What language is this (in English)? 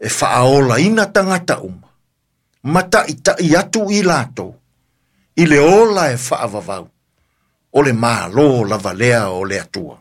Samoan